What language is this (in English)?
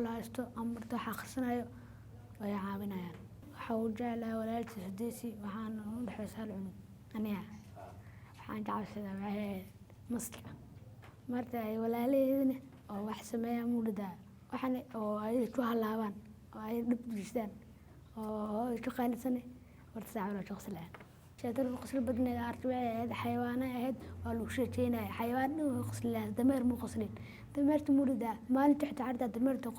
Somali